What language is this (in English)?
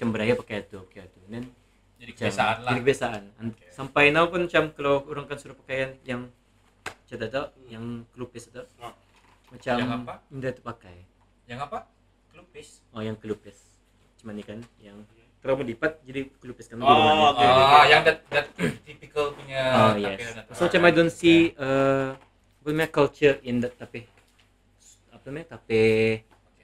Malay